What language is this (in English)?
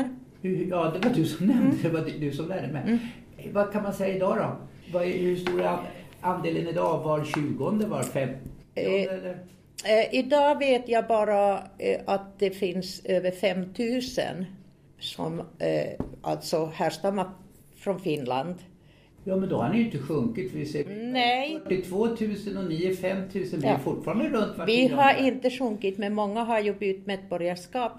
Swedish